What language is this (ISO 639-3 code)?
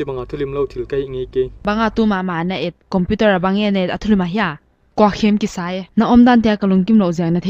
pck